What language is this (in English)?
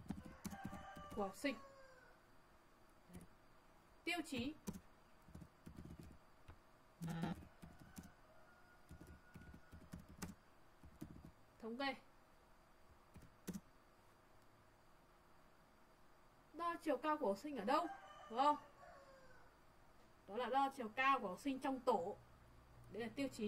Vietnamese